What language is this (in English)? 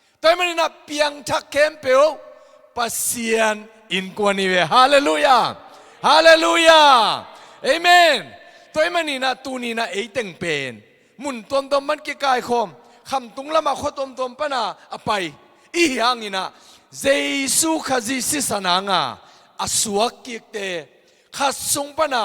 Tedim Chin